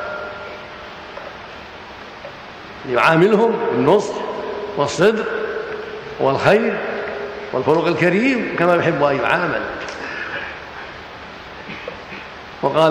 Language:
Arabic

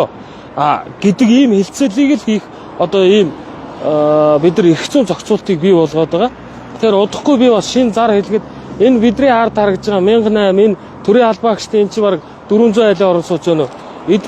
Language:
Mongolian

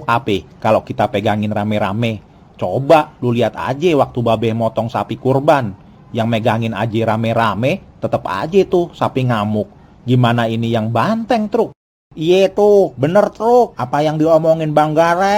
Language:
Betawi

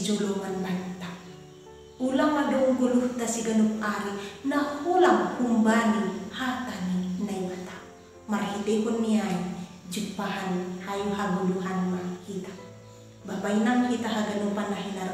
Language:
Batak Simalungun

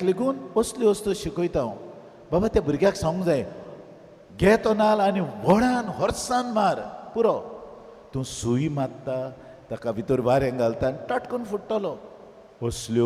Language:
Konkani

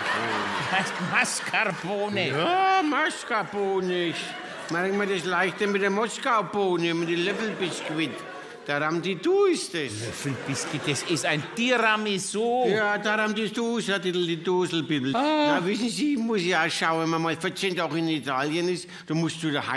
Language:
Bavarian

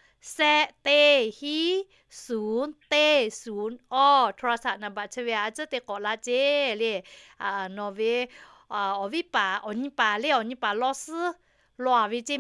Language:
Lahu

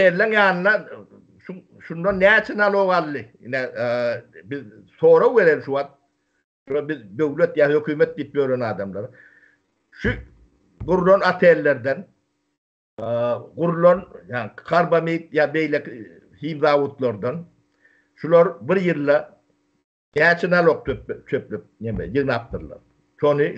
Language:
Turkmen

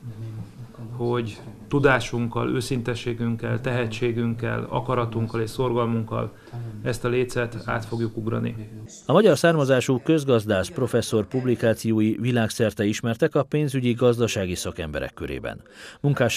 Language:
Hungarian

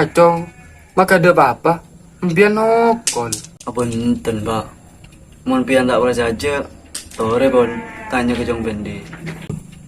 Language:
Madurese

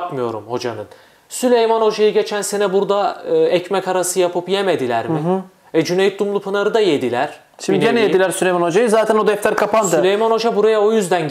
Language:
Turkish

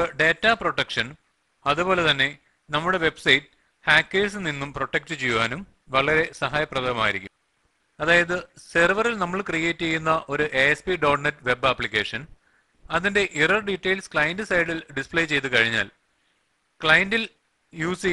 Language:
Malayalam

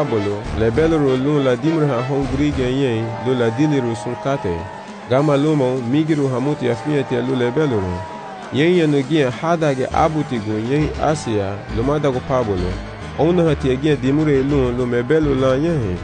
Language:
Garifuna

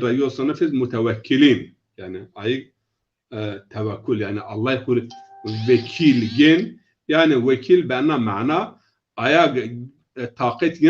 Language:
Zaza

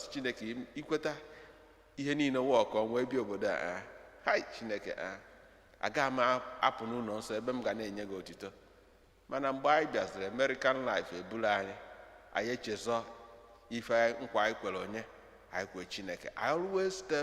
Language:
Igbo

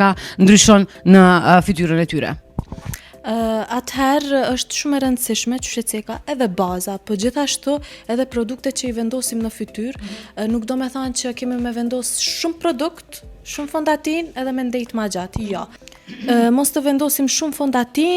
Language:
Albanian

